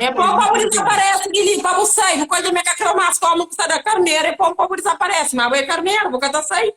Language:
Kabuverdianu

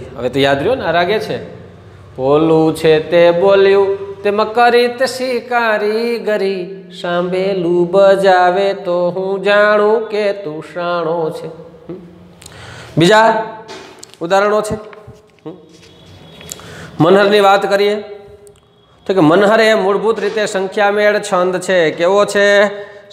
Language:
Gujarati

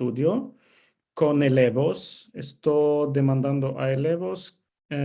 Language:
Ladino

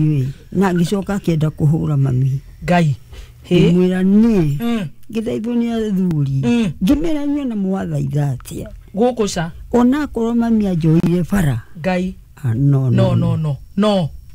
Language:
Kikuyu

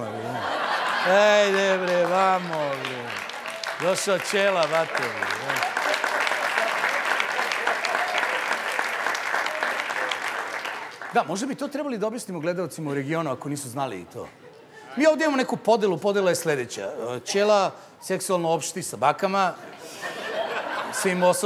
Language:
Serbian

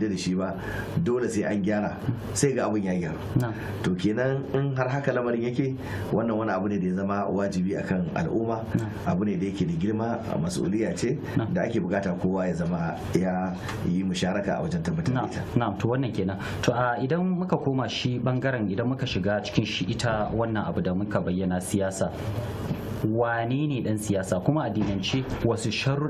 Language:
Hausa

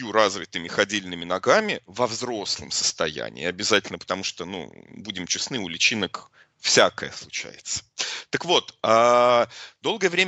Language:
Russian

